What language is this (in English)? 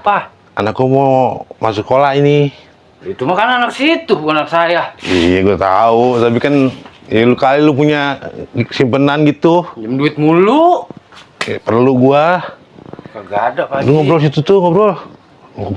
Betawi